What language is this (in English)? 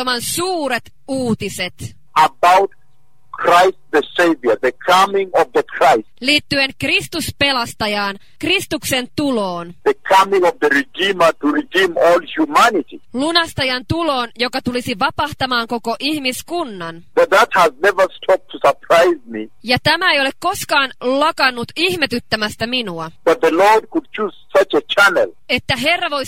Finnish